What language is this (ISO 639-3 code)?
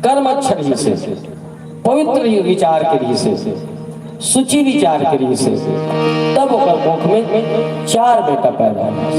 hne